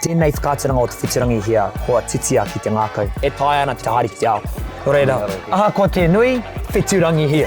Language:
Māori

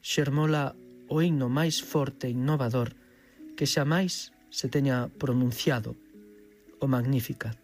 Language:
Galician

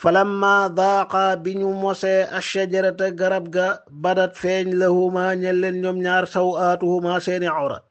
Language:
Wolof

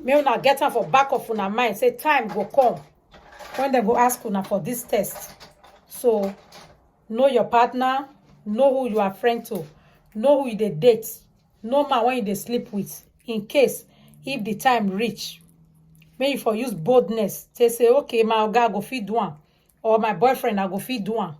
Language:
Nigerian Pidgin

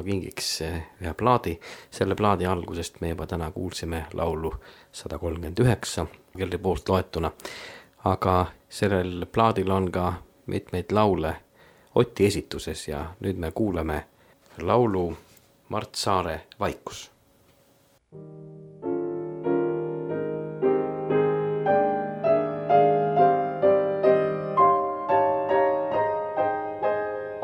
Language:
Estonian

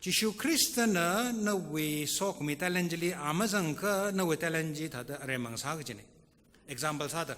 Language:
Tangkhul Naga (India)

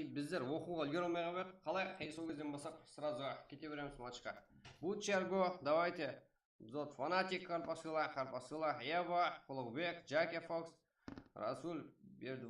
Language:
Kara-Kalpak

